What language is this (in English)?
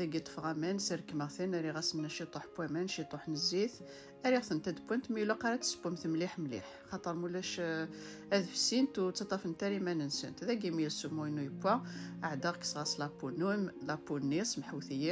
Kabyle